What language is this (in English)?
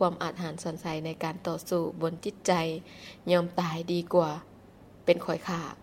Lao